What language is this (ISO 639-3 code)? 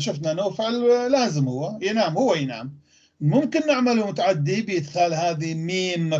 apc